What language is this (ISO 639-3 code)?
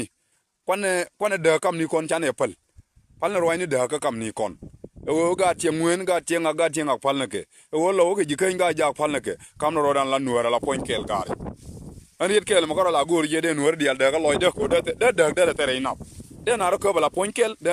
nus